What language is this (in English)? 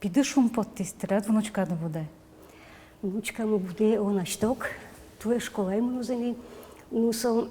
Udmurt